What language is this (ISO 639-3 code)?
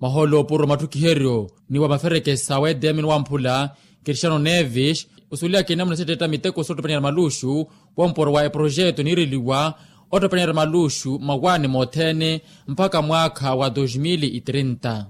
vmw